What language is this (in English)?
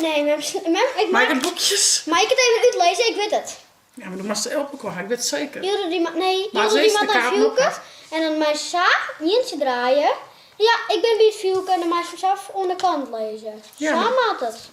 Western Frisian